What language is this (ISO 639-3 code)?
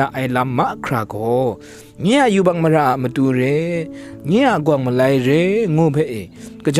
kac